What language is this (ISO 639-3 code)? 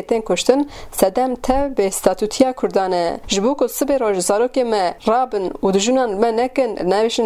kur